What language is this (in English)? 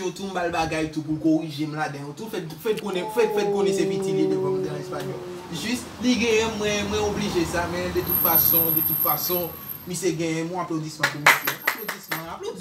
Haitian Creole